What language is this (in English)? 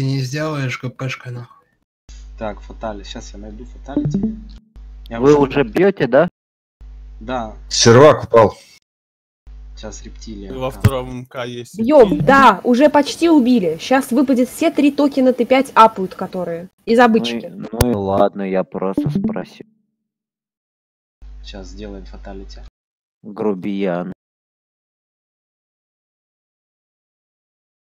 Russian